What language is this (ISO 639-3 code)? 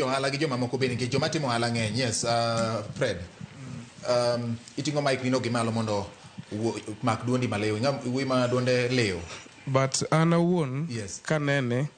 luo